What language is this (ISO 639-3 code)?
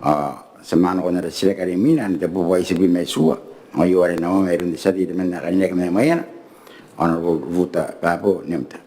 gil